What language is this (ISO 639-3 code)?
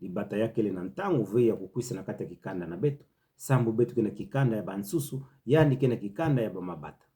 ktu